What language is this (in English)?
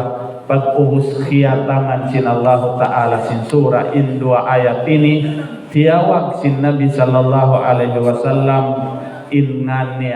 Tausug